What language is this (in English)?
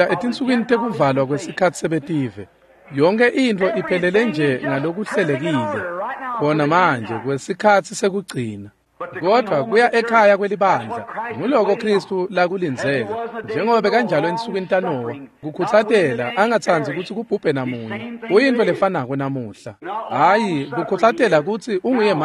Swati